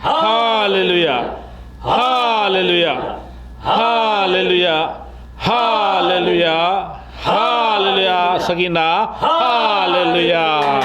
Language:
Tedim Chin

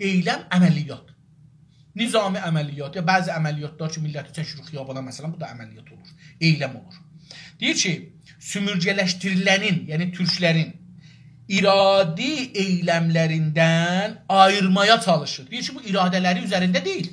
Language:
South Azerbaijani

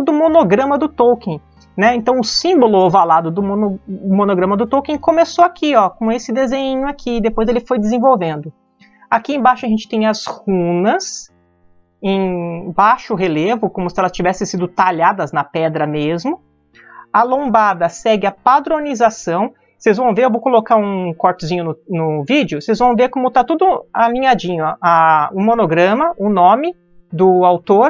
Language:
Portuguese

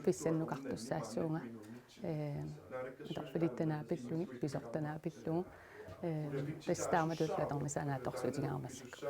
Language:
Kalaallisut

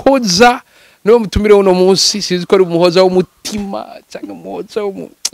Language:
Rundi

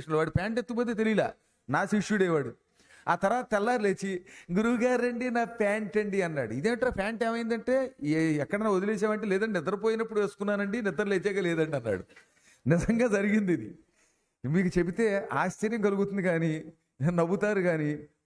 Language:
Telugu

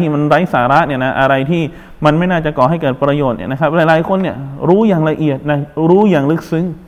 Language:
Thai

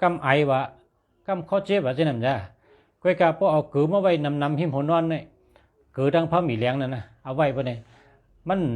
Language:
Shan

